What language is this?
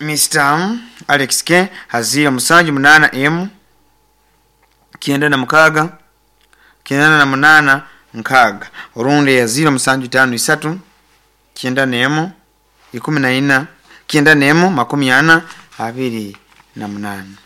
Nyoro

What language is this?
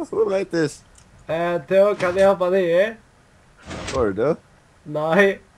Faroese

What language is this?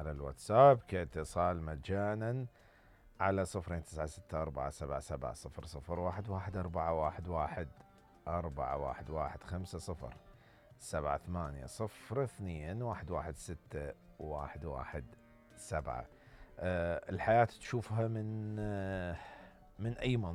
Mesopotamian Arabic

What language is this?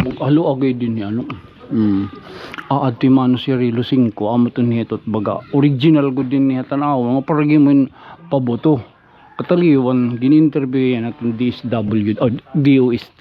Waray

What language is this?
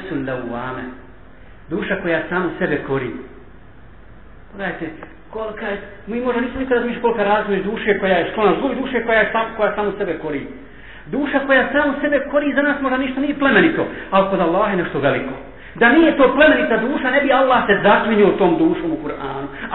Bosnian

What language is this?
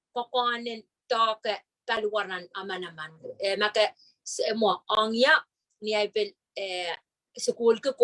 Pohnpeian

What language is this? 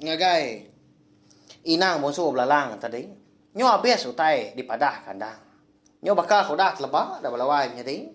Iban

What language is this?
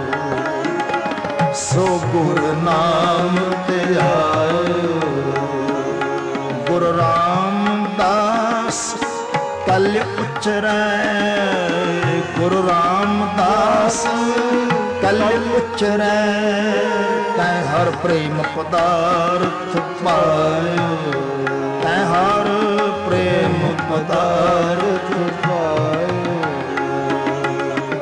Punjabi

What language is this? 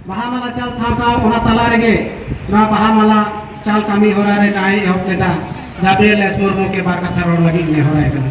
Santali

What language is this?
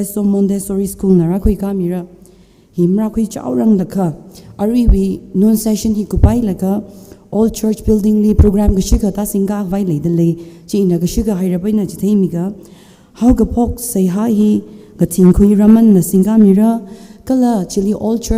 Tangkhul Naga (India)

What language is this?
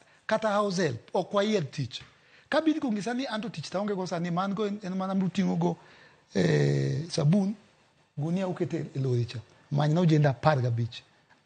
Luo (Kenya and Tanzania)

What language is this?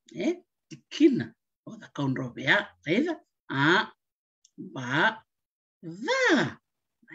Fijian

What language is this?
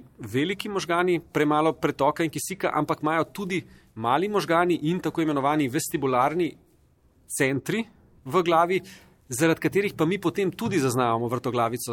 Slovenian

